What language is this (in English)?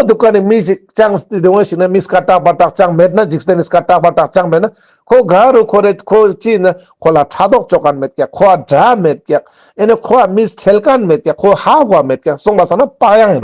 Ladakhi